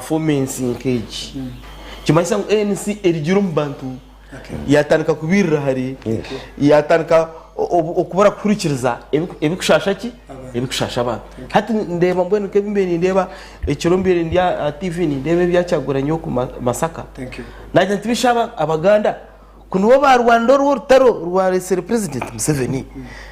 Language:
Nyankole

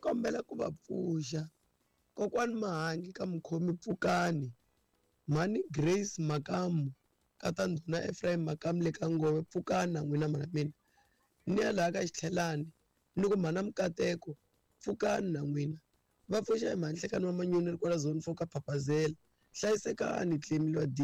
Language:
Tsonga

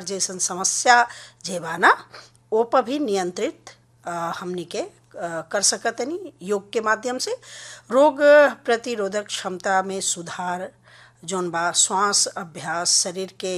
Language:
Bhojpuri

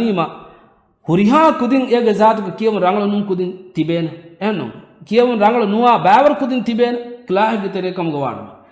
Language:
Divehi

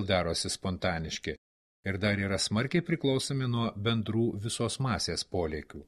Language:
Lithuanian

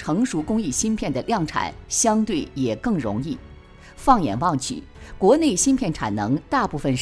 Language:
Chinese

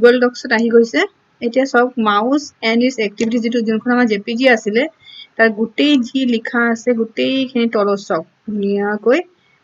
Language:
Assamese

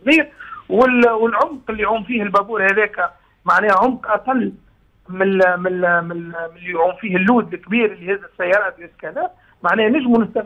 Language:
Tunisian Arabic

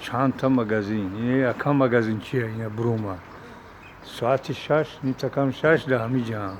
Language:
Tajik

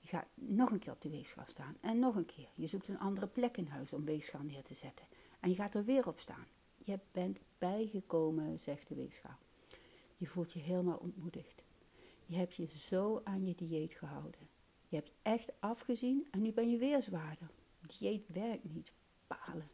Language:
Dutch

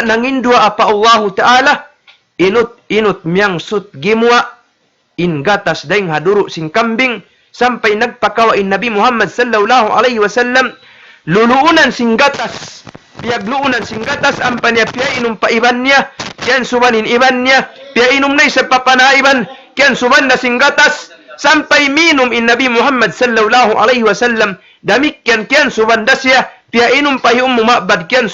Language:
Tausug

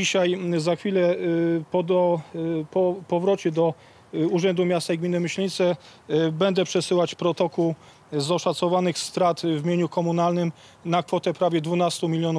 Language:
Polish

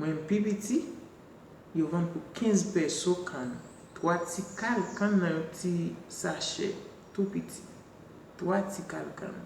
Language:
Haitian Creole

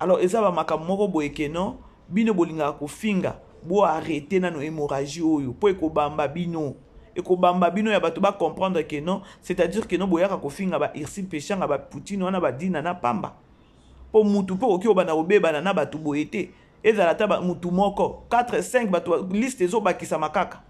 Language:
Lingala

